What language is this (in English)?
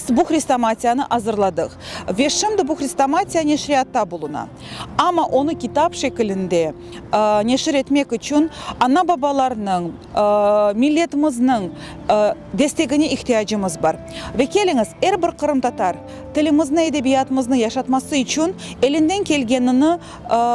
Crimean Tatar